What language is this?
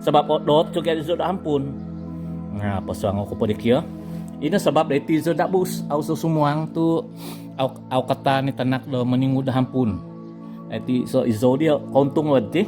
Central Dusun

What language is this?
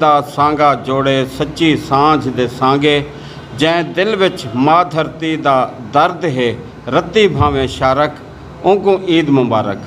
Saraiki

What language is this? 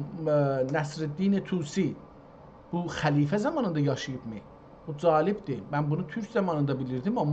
South Azerbaijani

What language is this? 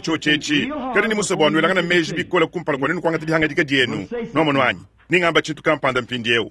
Luba-Lulua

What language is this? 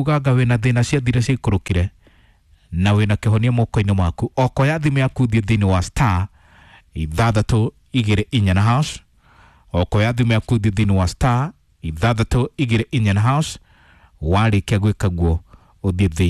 Kikuyu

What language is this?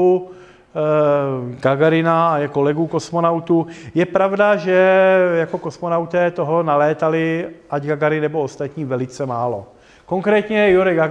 Czech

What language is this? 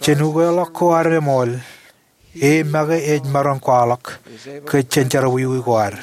Marshallese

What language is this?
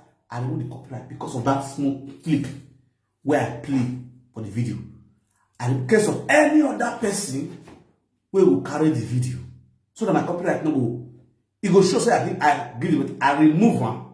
Nigerian Pidgin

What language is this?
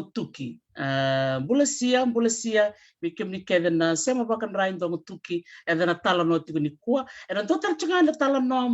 Fijian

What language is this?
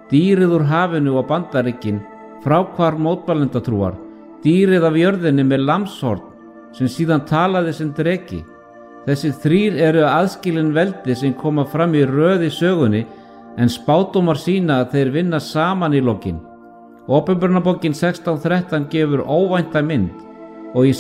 Icelandic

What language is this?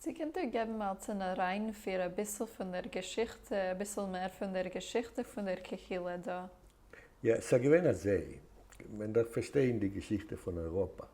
Yiddish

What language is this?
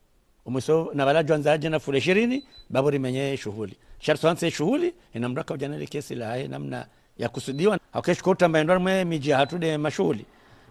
Ngazidja Comorian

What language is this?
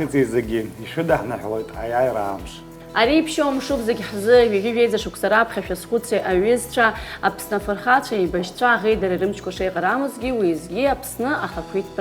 Abkhazian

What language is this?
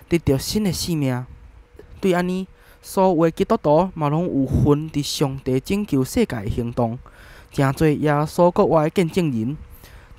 Min Nan Chinese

